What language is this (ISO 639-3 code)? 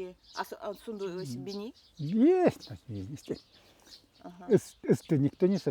gld